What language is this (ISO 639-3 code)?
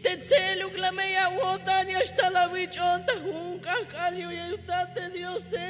tzh